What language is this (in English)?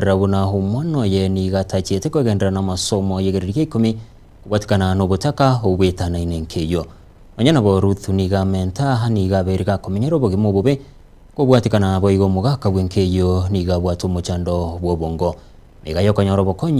Gusii